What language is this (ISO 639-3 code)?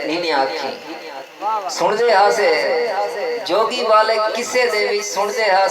skr